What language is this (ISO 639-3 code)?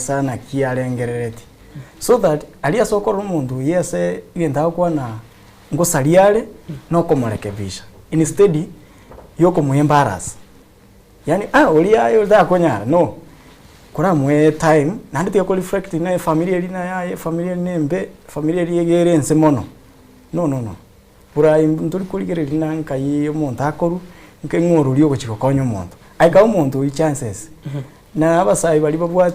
guz